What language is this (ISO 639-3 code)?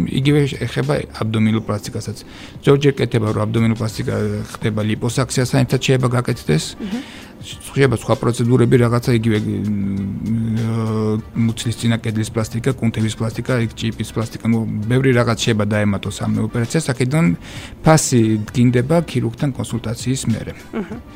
kat